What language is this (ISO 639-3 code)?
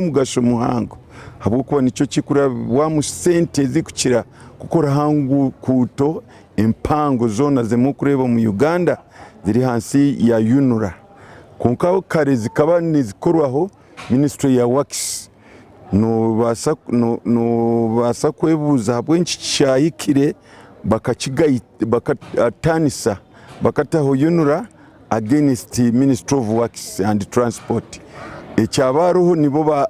nyn